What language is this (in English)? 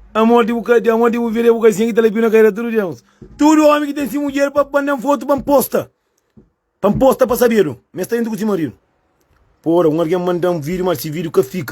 Kabuverdianu